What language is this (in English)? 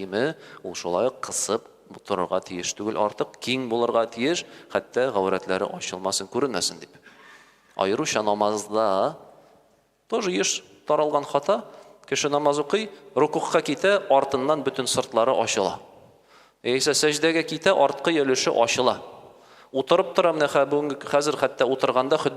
Tatar